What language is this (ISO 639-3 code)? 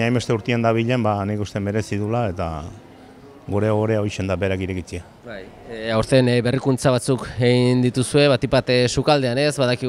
eus